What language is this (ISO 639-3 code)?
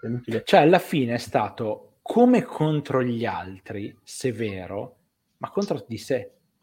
ita